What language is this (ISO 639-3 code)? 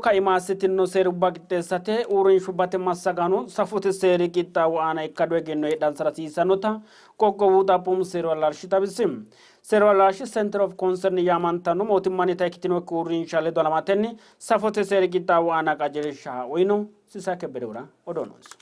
sid